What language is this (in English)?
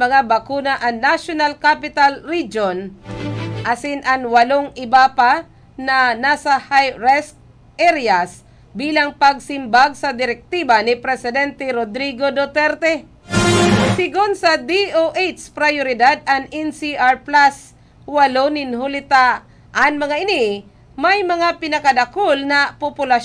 Bikol